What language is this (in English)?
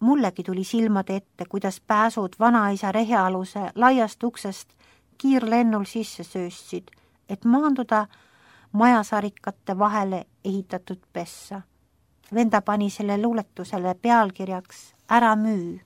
Estonian